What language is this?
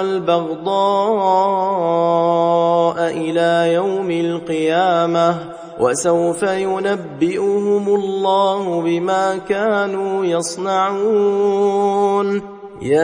Arabic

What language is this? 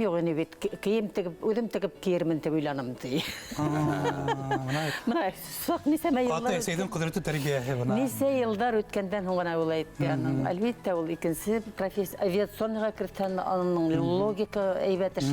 Bashkir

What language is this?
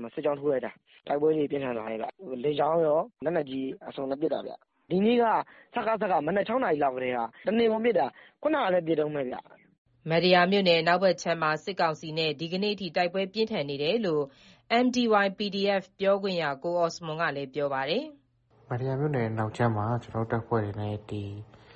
Burmese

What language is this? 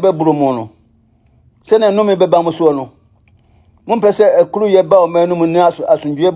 Akan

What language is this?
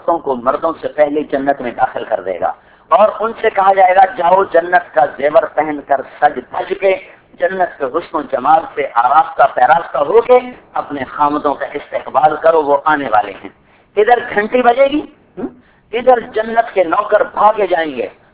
Urdu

